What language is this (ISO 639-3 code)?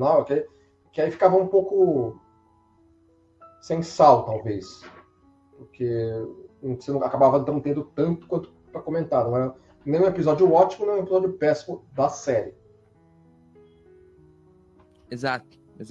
por